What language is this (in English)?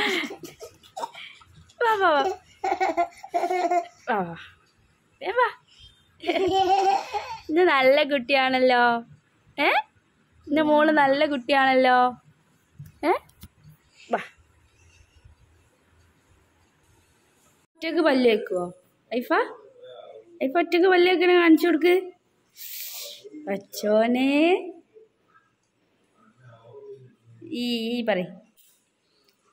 Malayalam